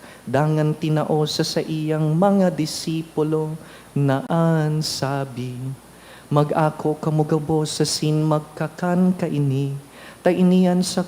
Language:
Bikol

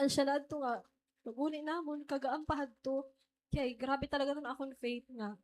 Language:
Waray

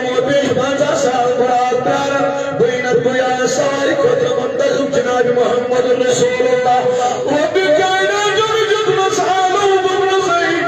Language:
Kashmiri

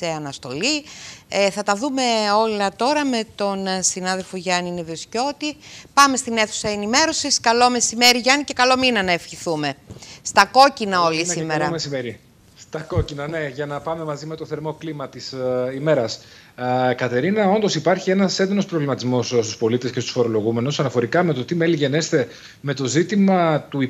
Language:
Greek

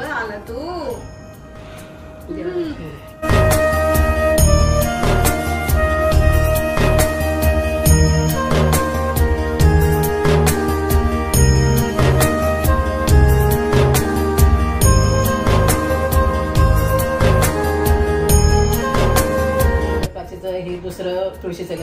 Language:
Marathi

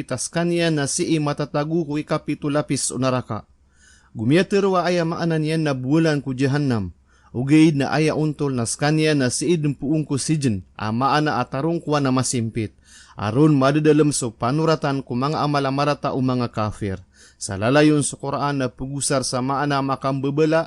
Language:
Maranao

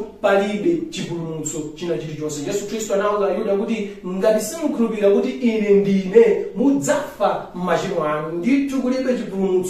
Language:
Nyanja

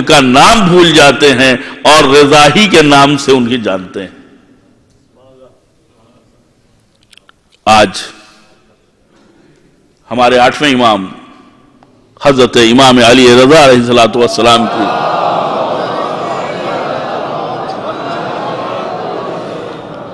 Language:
Urdu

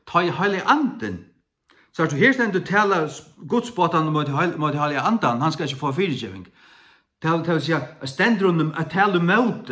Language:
Faroese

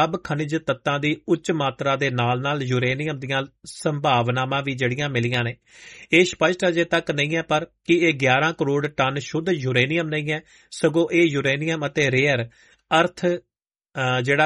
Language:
Punjabi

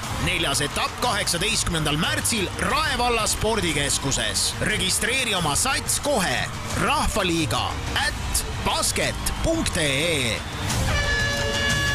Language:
Estonian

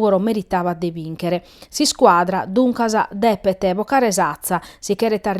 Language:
Sardinian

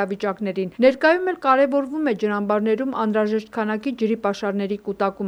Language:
Armenian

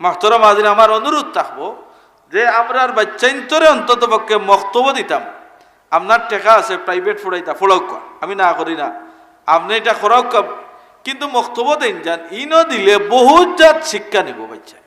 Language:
Sylheti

